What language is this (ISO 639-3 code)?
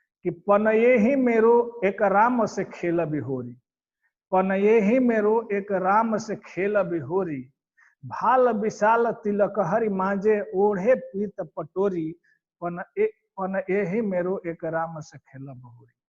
bho